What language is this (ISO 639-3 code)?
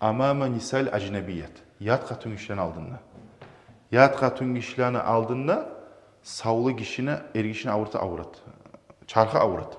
kum